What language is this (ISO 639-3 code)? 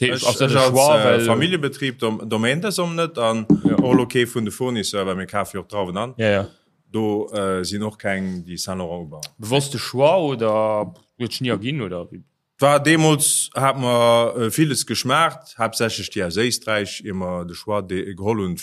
ltz